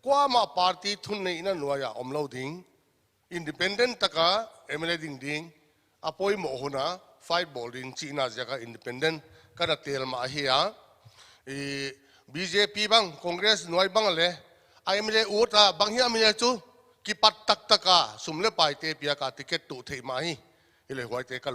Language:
Paite Chin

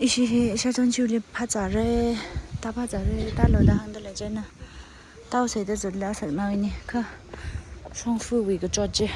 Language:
Tangkhul Naga (India)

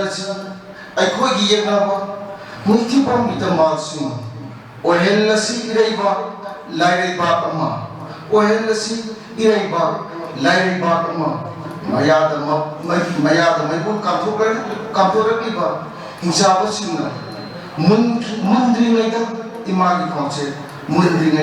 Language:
Manipuri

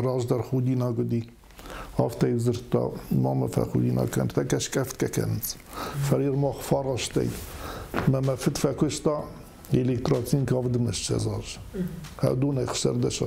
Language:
Ossetic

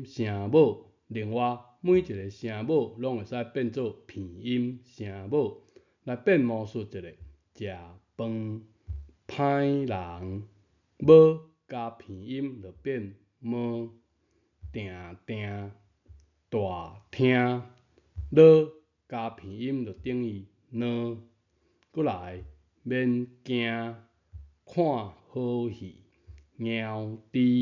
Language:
Min Nan Chinese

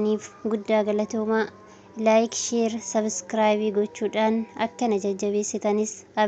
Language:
Oromo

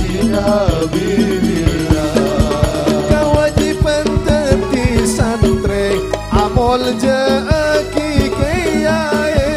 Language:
Madurese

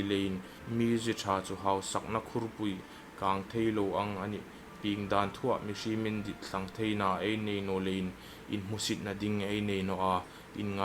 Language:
Hmar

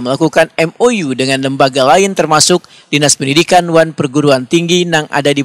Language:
Banjar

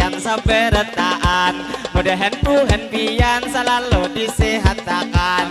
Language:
Banjar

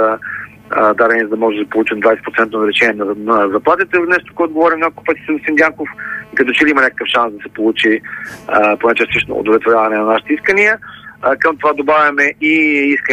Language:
Bulgarian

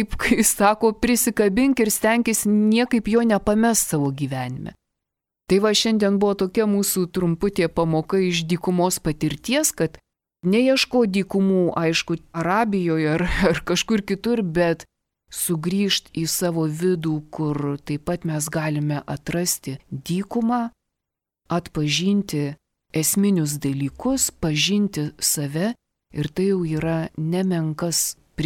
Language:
Lithuanian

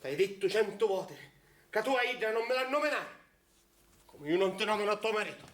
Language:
Sicilian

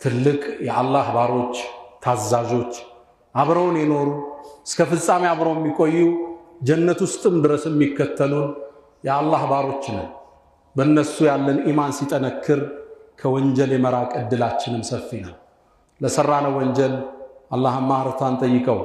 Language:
Amharic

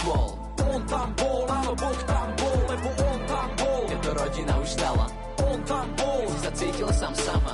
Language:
Slovak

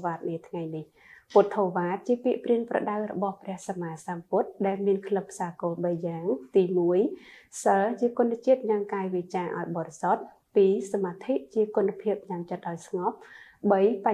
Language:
Khmer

